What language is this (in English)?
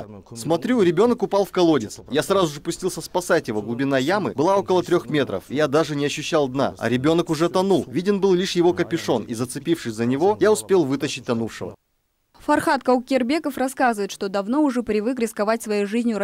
Russian